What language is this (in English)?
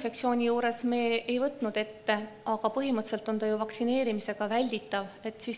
Estonian